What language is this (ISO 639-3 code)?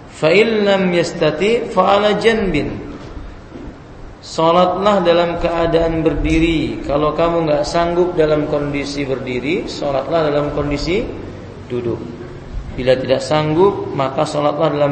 ind